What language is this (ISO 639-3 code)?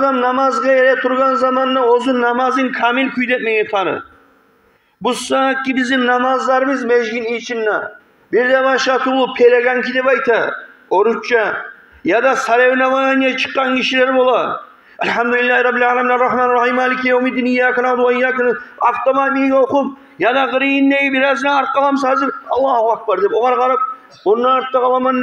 kum